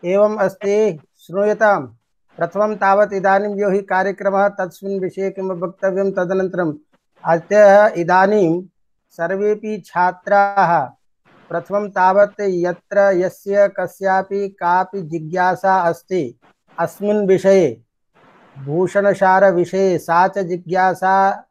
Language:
Sanskrit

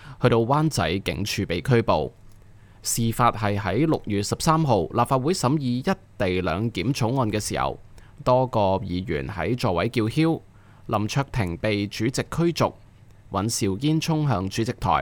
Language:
Cantonese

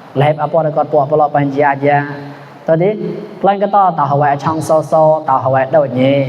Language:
Mon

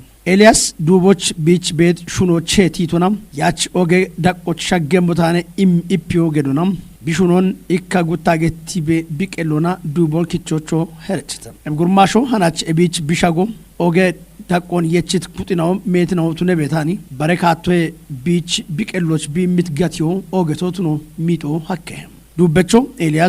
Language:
Kafa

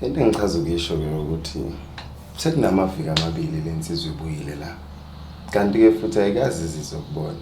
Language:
Zulu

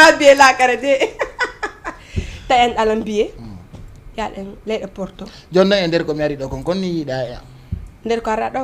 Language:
Fula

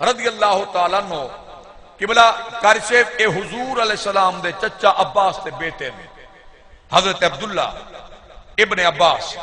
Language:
Saraiki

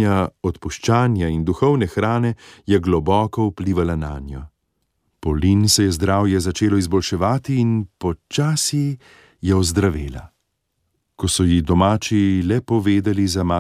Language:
Slovenian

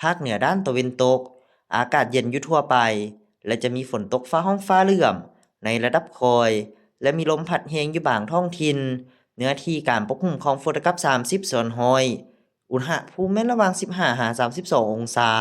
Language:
Lao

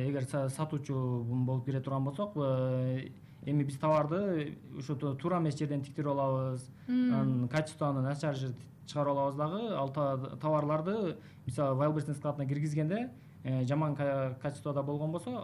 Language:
Kyrgyz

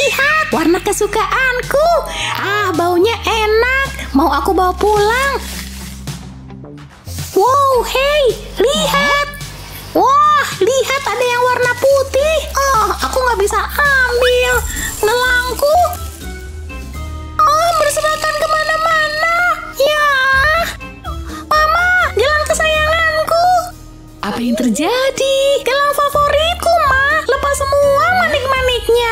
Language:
Indonesian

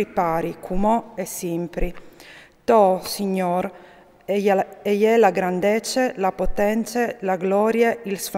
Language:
Friulian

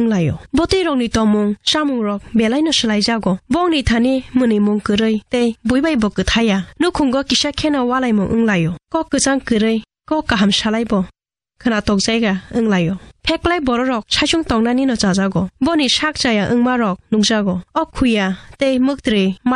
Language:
Kok Borok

